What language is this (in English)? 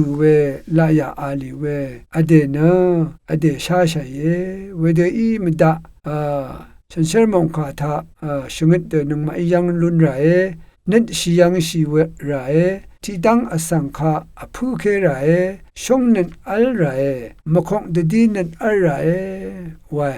Rawang